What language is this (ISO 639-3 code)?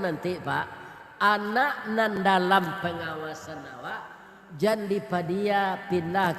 min